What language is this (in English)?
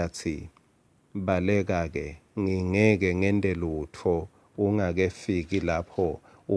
Swati